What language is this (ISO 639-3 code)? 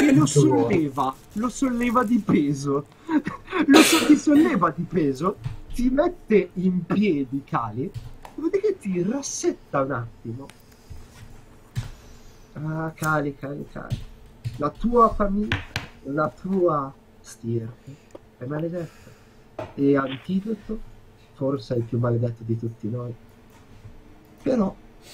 ita